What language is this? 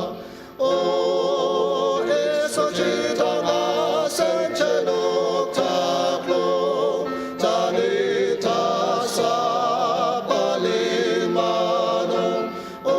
Ao Naga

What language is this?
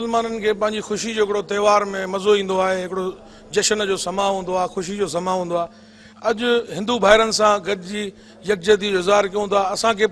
Sindhi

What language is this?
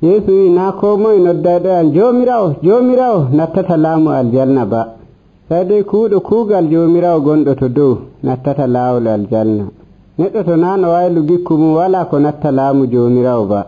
Nigerian Fulfulde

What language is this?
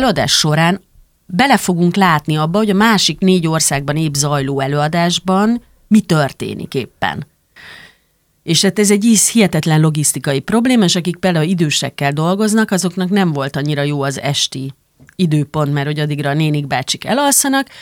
Hungarian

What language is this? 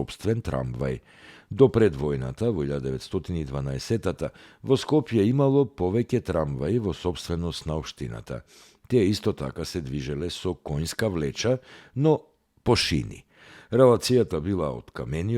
Macedonian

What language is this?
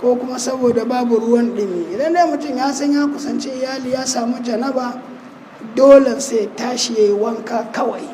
Hausa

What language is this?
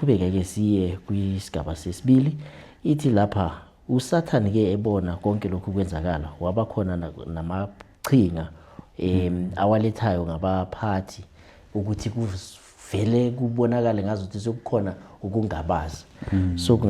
Zulu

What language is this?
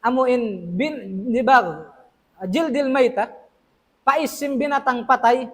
Tausug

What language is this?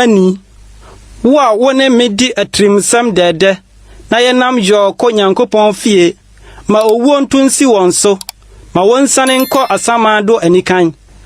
Akan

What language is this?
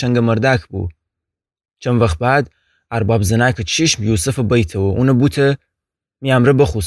Gilaki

